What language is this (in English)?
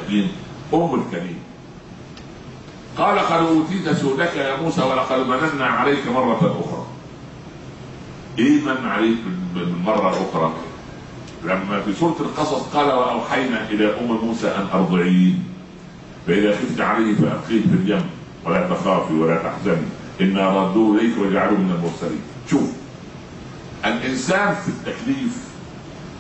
Egyptian Arabic